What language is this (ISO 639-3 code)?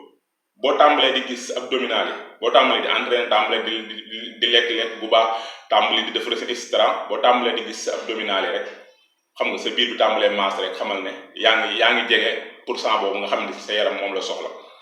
wol